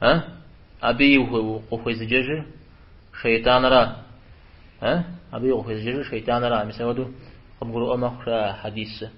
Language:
Kabardian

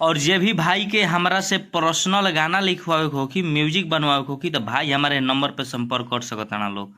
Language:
Bhojpuri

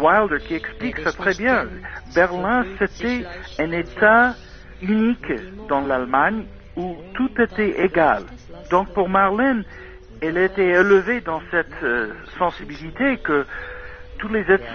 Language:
French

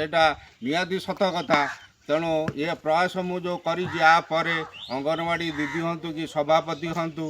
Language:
Odia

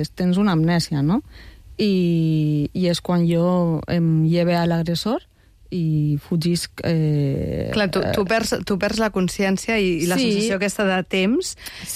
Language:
Catalan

